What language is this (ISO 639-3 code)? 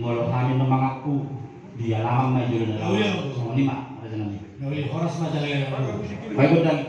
bbc